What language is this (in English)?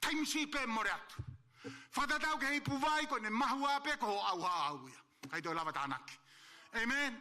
Tongan